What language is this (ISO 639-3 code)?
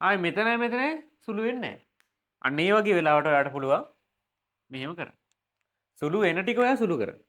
sin